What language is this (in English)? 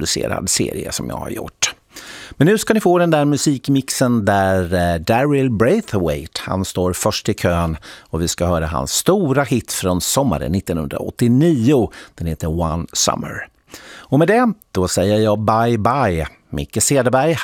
Swedish